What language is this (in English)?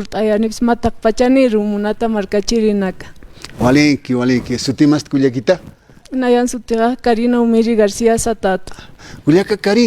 Aymara